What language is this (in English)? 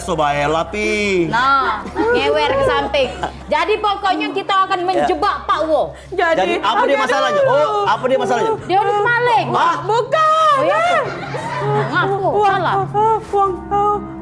Musi